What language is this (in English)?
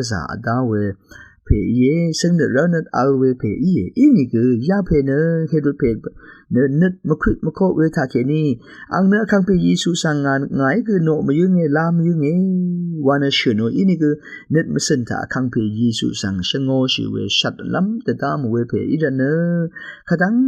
Rawang